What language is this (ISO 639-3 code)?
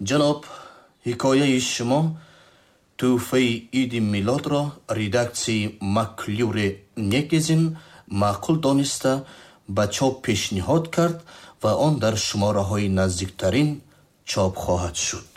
tgk